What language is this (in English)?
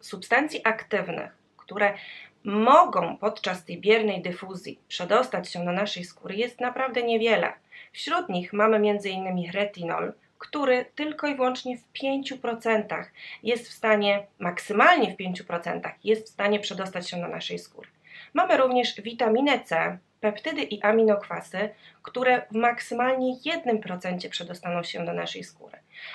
Polish